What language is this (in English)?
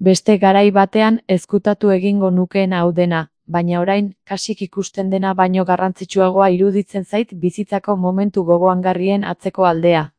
Basque